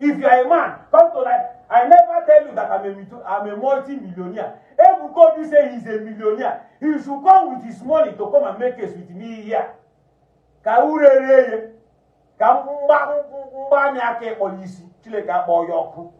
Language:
Igbo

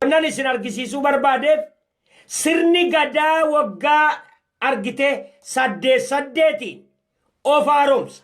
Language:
Oromo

